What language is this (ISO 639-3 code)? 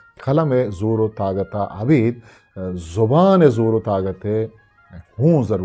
bgp